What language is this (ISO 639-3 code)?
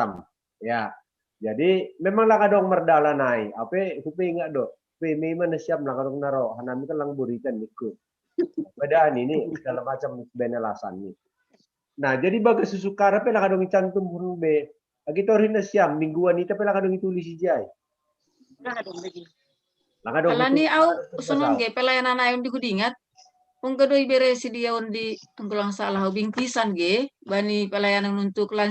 bts